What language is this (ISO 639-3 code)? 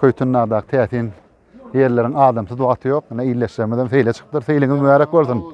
tuk